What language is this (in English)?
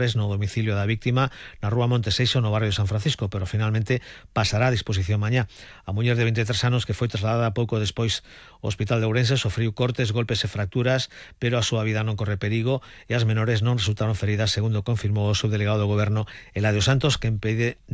Galician